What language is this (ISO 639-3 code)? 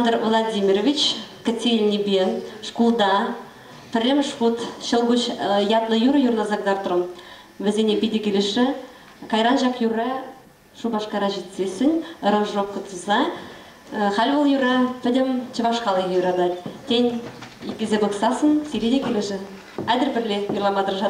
chv